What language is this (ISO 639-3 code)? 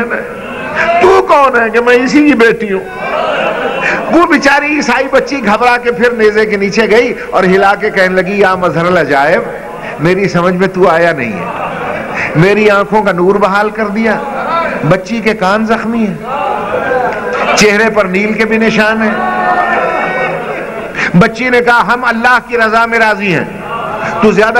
urd